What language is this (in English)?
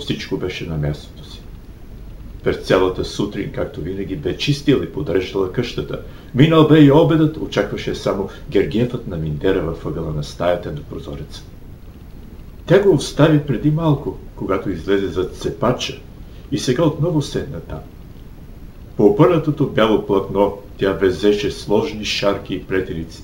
Bulgarian